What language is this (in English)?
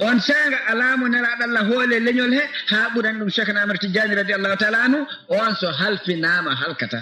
Fula